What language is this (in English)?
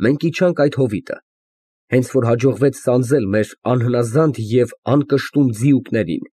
Armenian